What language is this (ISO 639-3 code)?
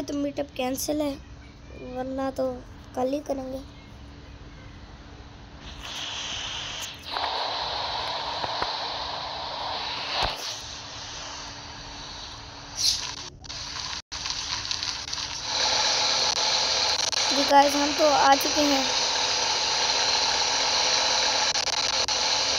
hin